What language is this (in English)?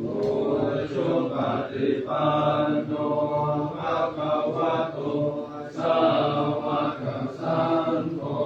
Pali